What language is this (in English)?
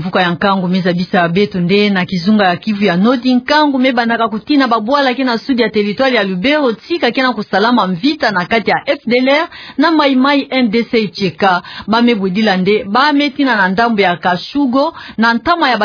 Kituba (Democratic Republic of Congo)